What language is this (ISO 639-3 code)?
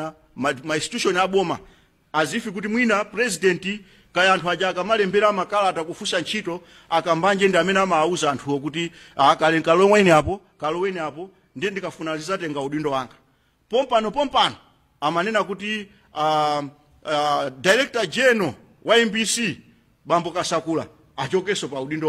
nya